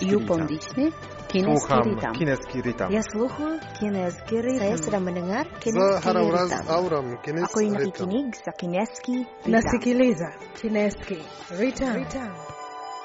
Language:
Croatian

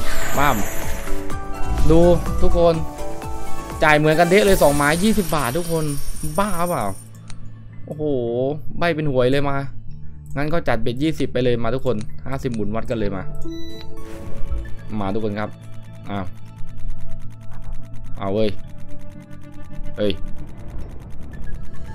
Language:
Thai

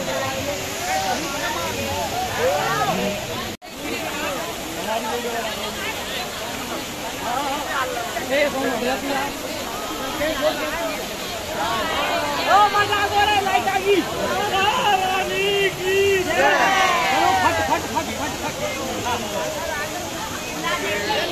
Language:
Hindi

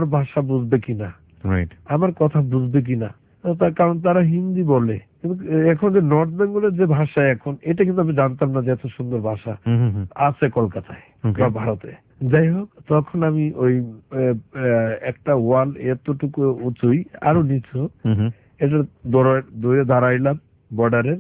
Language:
Bangla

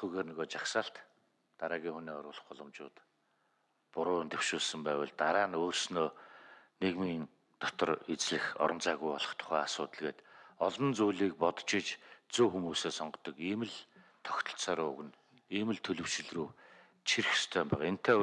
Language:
Mongolian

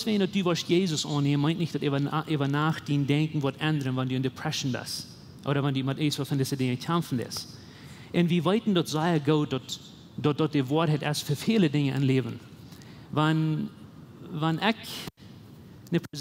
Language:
Plautdietsch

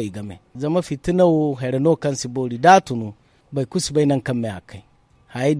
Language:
Zarma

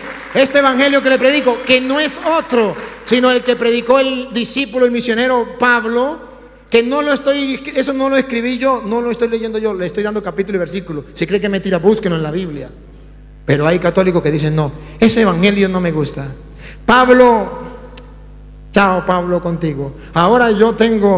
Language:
Spanish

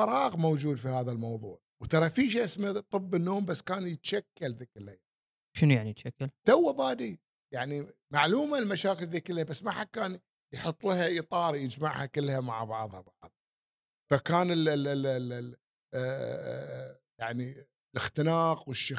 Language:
Gulf Arabic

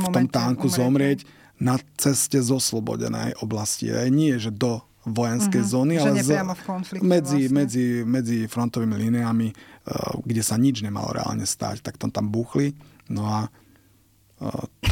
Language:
Slovak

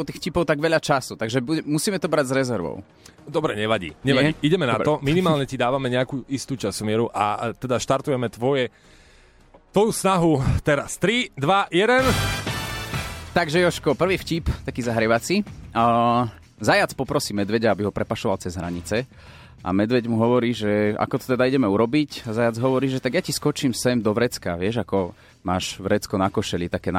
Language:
Slovak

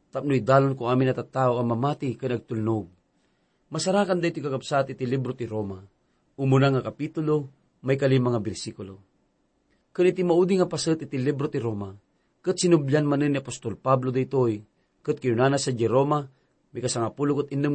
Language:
Iloko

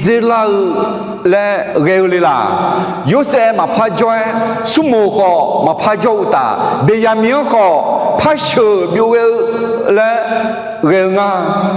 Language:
Akha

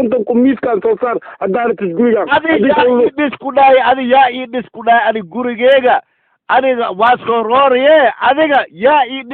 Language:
Somali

